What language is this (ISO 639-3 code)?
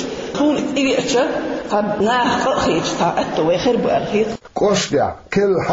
che